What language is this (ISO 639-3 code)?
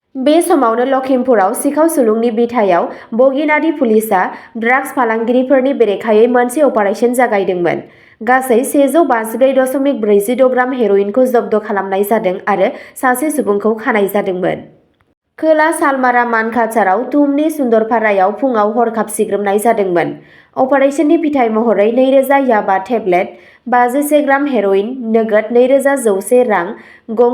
brx